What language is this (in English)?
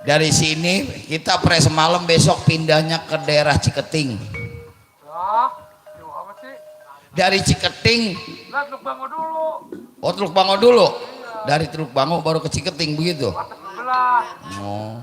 Betawi